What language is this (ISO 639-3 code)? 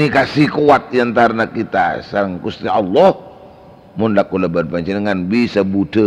mad